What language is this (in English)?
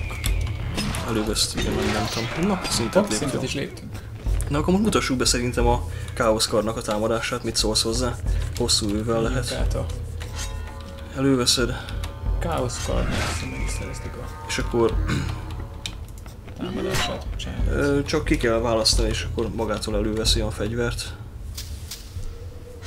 Hungarian